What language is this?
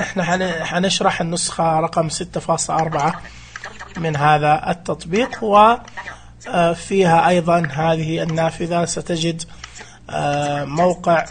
Najdi Arabic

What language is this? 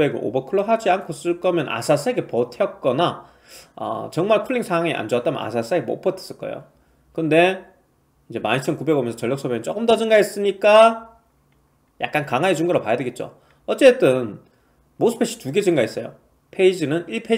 Korean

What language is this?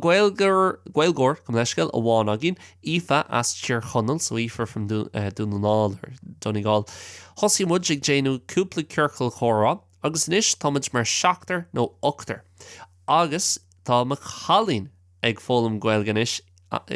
Irish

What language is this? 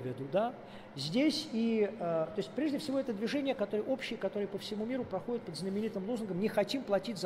Russian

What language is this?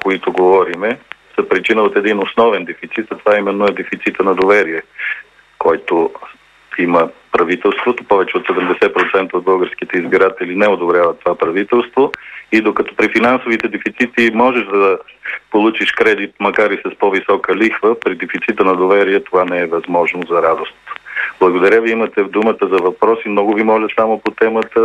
Bulgarian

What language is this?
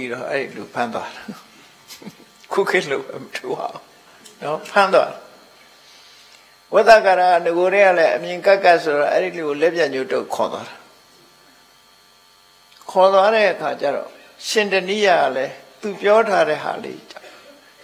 Burmese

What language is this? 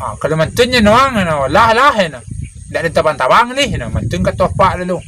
Minangkabau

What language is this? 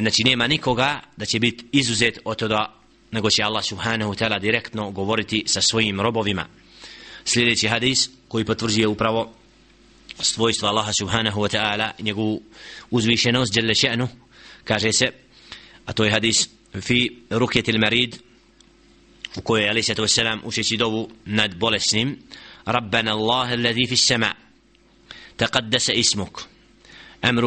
Bosnian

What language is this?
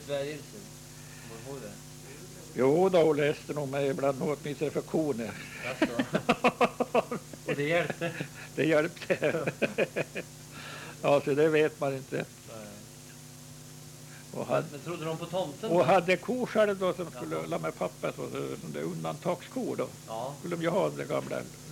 Swedish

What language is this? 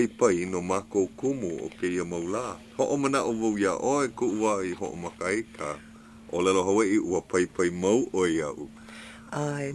Hawaiian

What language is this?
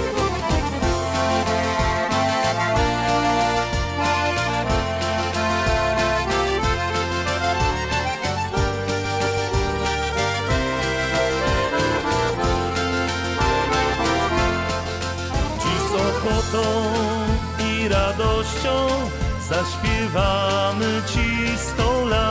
Polish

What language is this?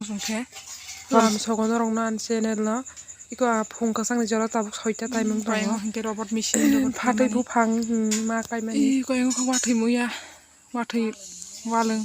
Kok Borok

